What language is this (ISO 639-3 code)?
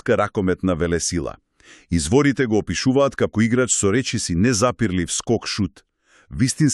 mkd